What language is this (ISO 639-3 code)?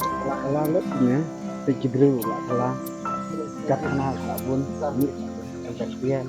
kha